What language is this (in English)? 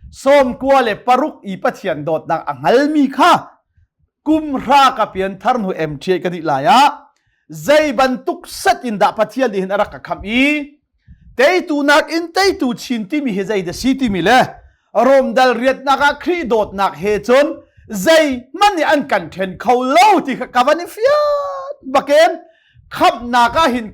Hakha Chin